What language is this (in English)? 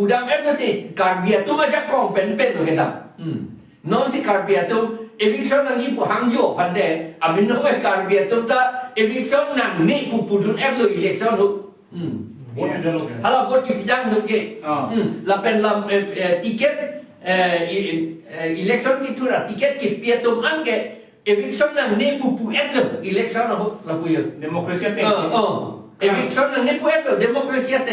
Karbi